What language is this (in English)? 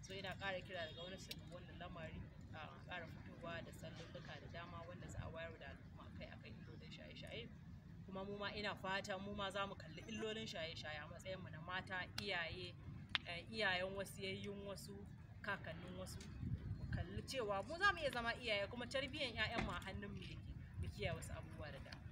Hausa